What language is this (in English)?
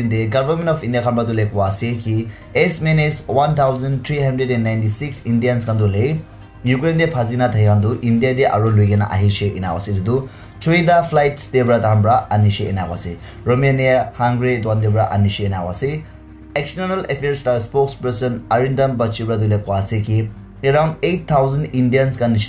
Naga Pidgin